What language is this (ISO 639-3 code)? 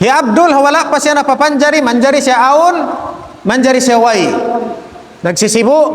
tsg